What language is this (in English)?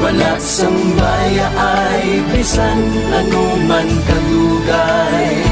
Hiligaynon